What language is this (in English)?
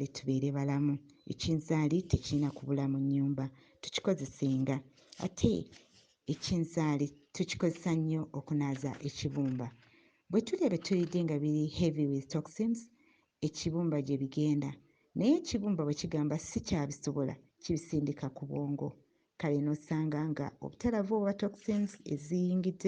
Ganda